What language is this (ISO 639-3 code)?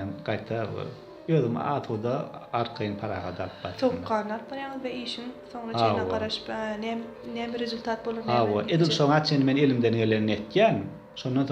tuk